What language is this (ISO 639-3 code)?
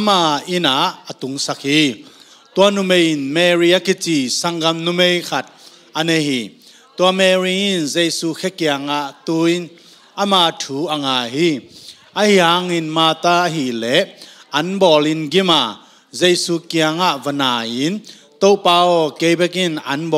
ctd